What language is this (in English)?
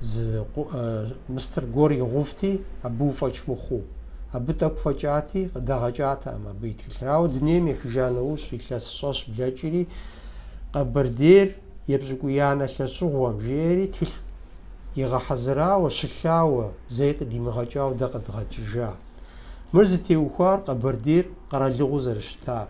Kabardian